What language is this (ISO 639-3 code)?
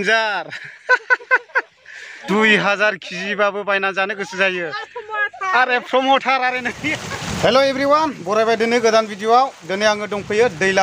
brx